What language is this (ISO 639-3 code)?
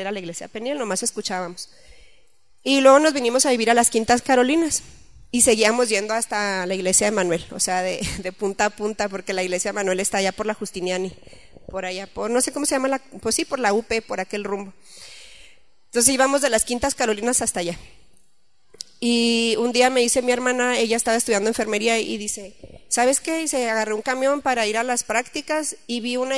spa